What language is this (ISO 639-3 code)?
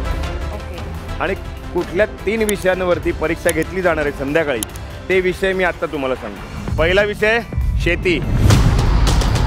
mar